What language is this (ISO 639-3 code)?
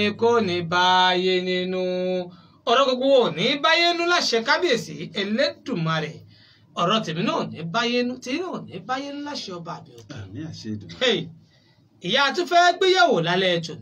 yor